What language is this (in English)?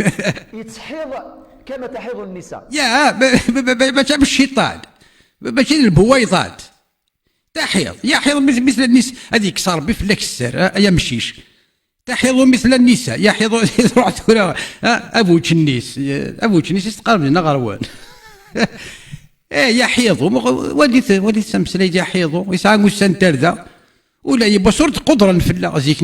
Kabyle